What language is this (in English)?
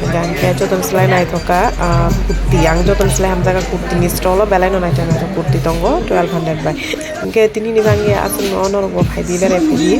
Kok Borok